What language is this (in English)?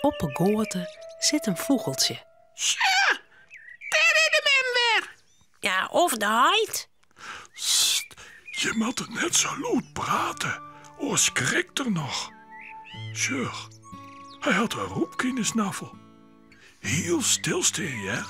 Western Frisian